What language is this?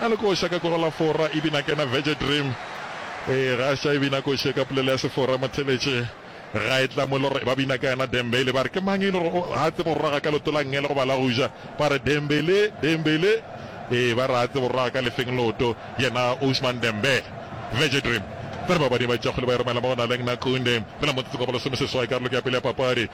Northern Sotho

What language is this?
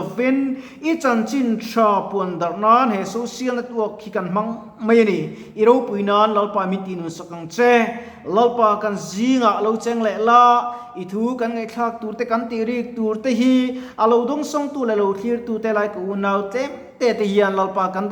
Mizo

